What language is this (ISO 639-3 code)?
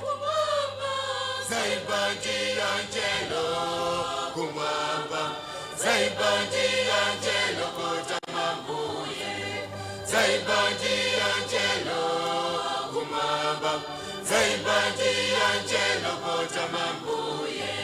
nya